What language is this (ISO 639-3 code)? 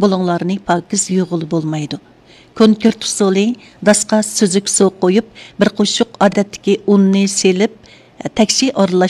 uig